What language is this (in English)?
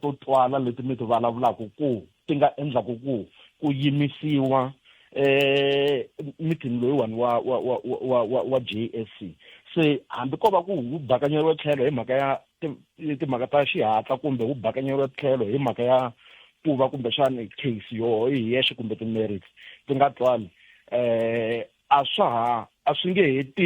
Tsonga